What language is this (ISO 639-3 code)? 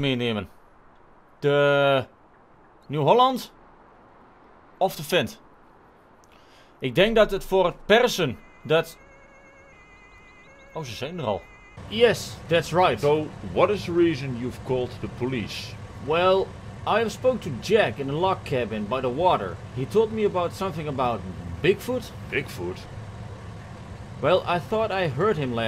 nld